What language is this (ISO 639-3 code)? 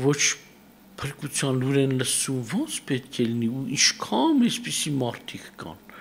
hye